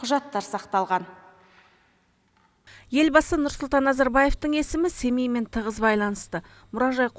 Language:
Kazakh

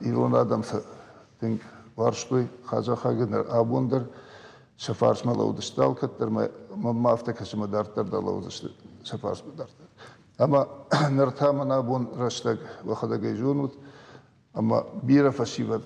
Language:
Ossetic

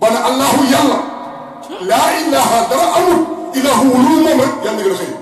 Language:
Wolof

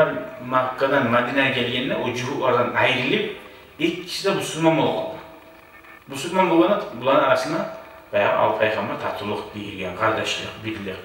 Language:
Kumyk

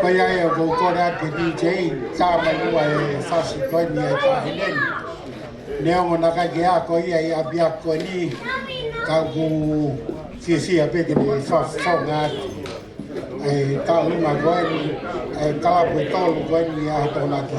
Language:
Tongan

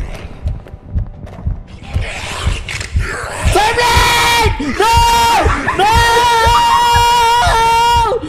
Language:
Filipino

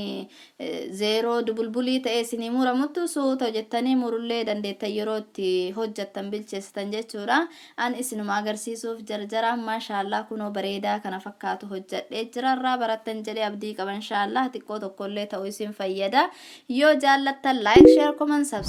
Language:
Oromo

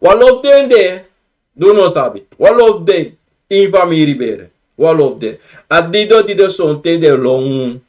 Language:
Sranan Tongo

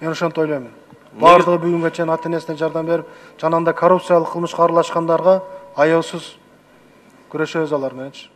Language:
Kyrgyz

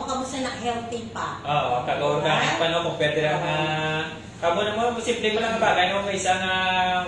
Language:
Hiligaynon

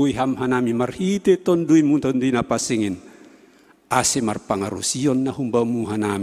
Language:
Batak Simalungun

